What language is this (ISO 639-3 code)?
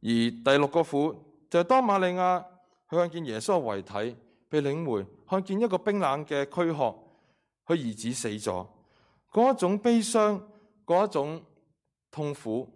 yue